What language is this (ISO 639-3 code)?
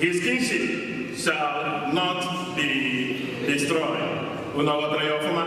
ibo